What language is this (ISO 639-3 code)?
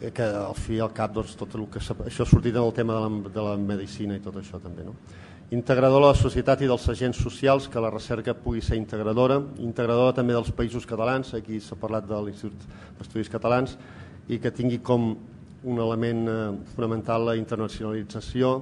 cat